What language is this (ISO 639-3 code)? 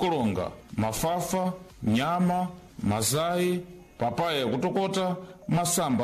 seh